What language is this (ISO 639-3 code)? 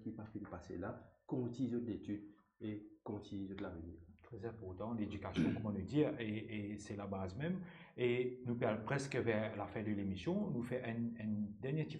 mfe